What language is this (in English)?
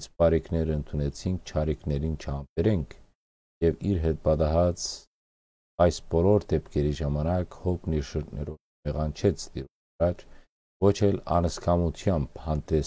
Western Armenian